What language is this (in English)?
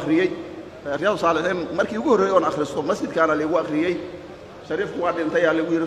Somali